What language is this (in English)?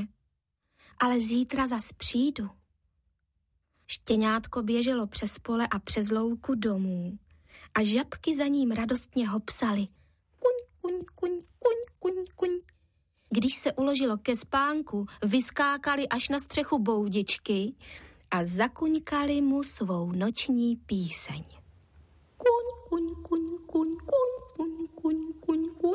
Czech